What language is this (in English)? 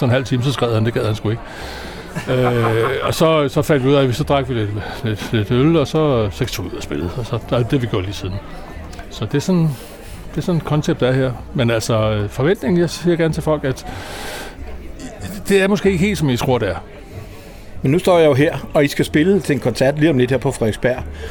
Danish